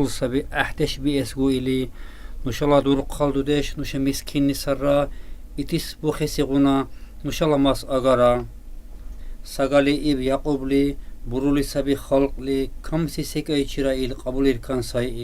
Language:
Dargwa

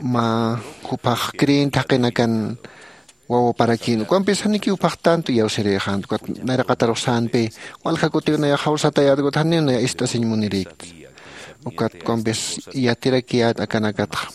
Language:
Aymara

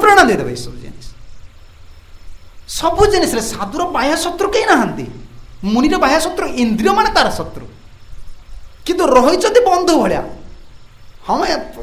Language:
Odia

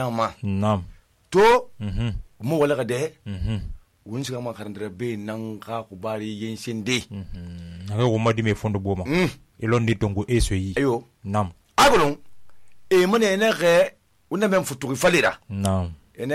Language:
Susu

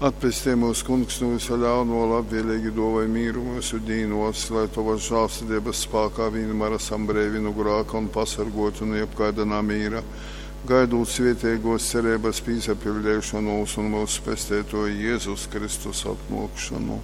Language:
Latgalian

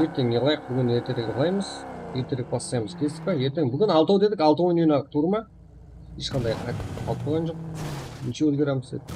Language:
Kara-Kalpak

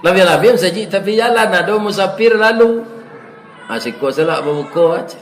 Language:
Minangkabau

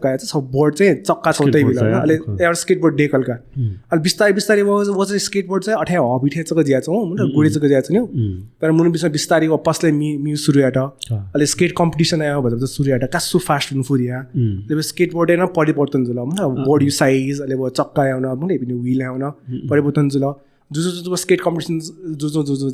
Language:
Newari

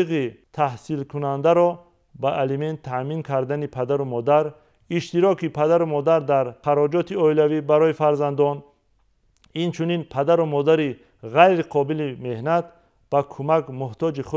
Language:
Tajik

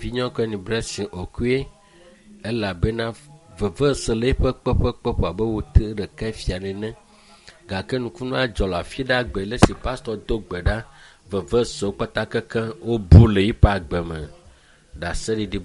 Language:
Ewe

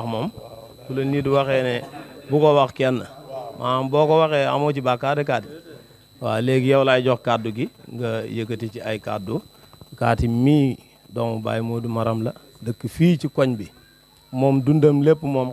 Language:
Wolof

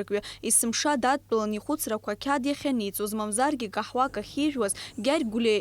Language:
Abkhazian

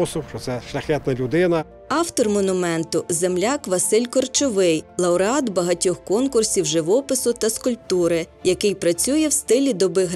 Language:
Ukrainian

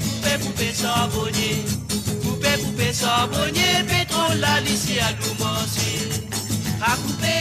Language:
Morisyen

